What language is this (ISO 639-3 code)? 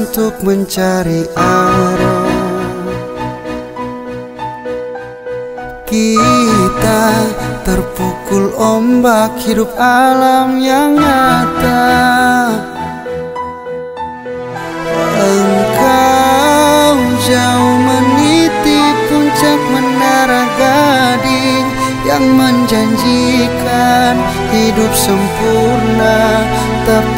ind